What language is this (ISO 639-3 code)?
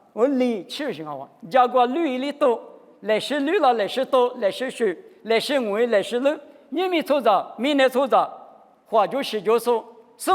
lis